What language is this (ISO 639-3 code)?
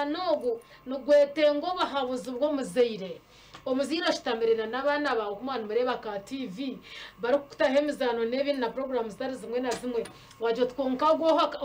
nyn